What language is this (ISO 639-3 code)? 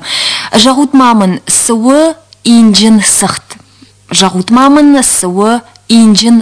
oss